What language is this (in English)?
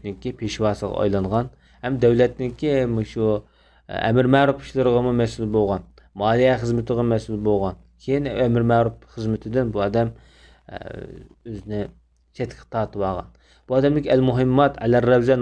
Uyghur